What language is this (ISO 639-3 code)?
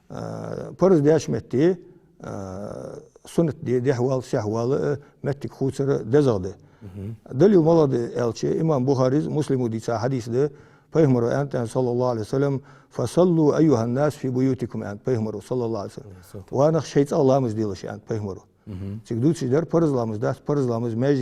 inh